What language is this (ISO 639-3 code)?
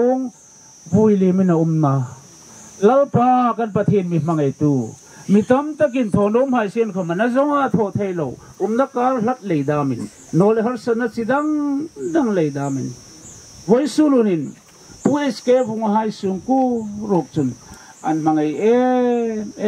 hmr